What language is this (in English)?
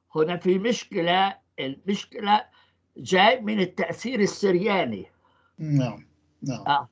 North Levantine Arabic